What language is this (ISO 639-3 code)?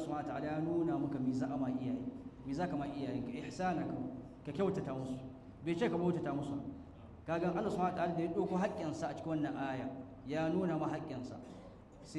hau